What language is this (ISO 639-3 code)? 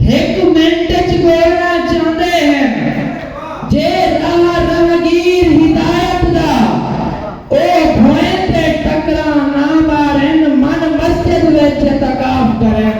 skr